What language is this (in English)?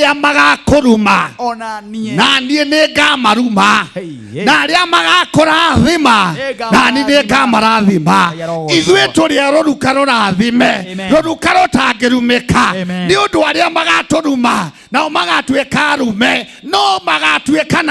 Kikuyu